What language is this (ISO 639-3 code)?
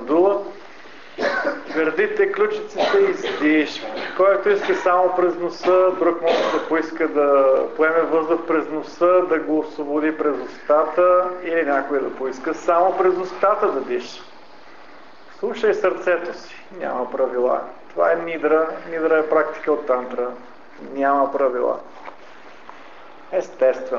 bul